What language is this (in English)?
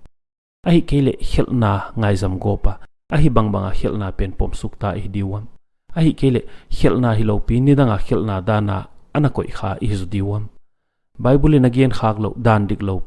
Paite Chin